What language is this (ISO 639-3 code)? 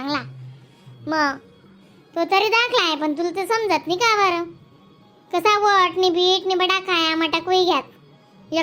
khn